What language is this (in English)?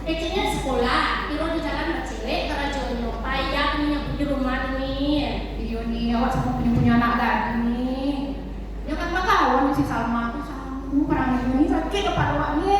Minangkabau